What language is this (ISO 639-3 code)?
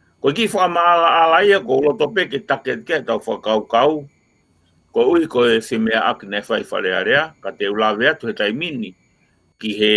ton